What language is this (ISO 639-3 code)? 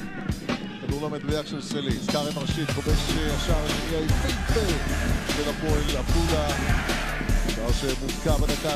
heb